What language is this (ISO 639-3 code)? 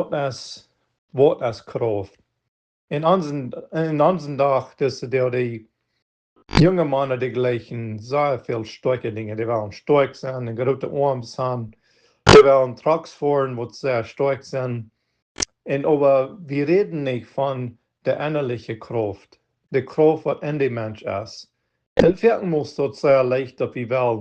pdt